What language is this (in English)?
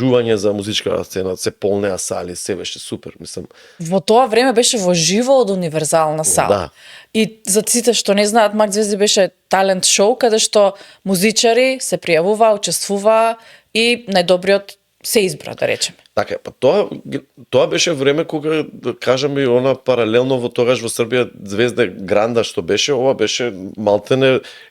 Macedonian